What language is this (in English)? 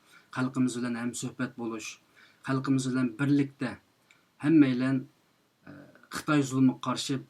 Uyghur